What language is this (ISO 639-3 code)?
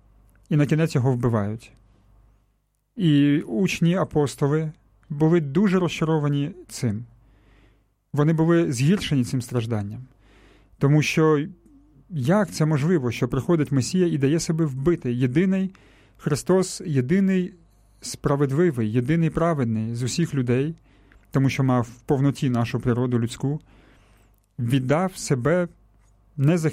ukr